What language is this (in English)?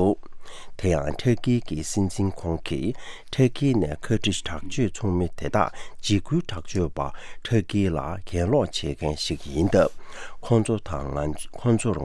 Tibetan